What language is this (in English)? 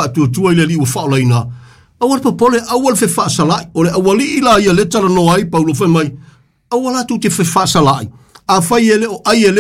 Samoan